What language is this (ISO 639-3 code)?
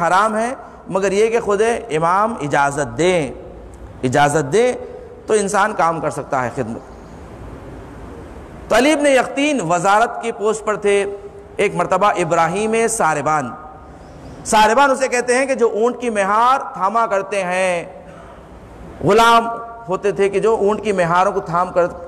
urd